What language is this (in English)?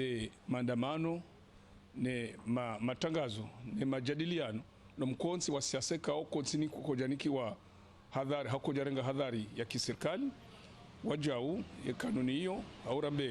Ngazidja Comorian